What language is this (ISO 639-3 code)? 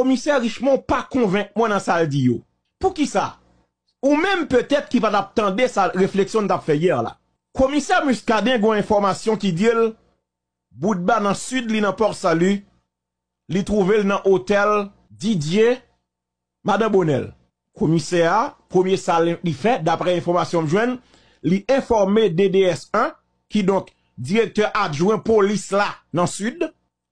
hat